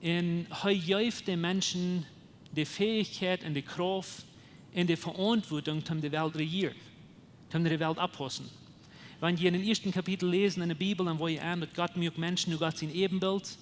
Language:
Plautdietsch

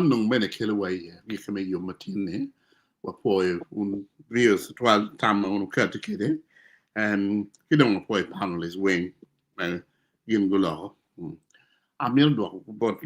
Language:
Acoli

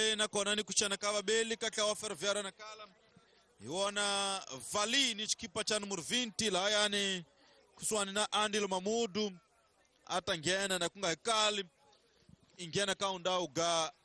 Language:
Tsonga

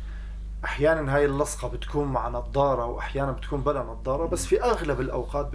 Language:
North Levantine Arabic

